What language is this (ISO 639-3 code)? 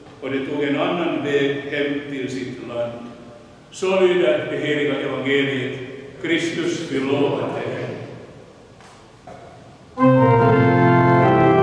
swe